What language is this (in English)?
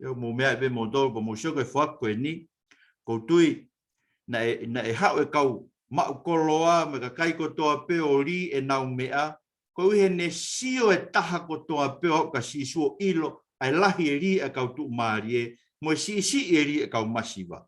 Tongan